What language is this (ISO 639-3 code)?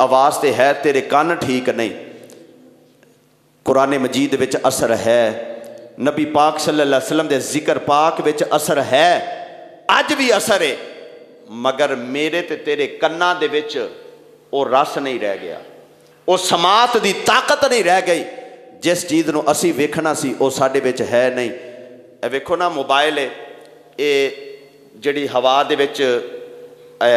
lah